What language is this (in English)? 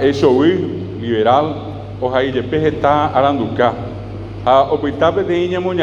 Guarani